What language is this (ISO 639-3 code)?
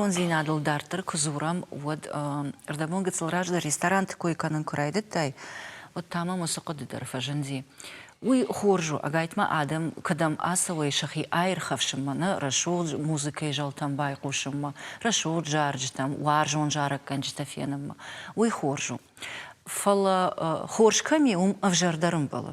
oss